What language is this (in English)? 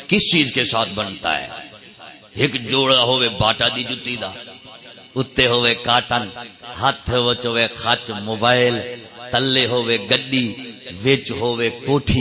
Saraiki